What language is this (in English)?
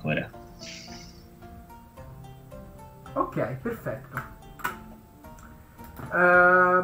Italian